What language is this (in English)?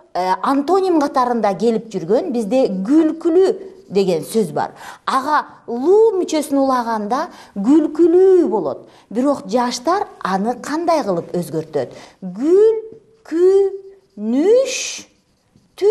Kyrgyz